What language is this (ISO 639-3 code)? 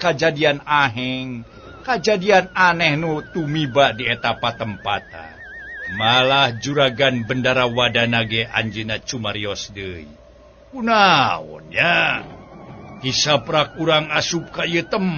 sun